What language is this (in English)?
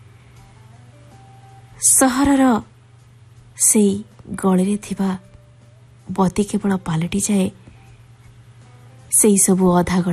Odia